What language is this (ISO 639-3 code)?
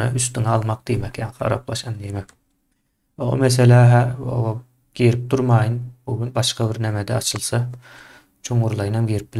tuk